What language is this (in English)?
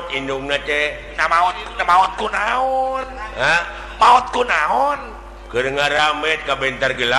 Sundanese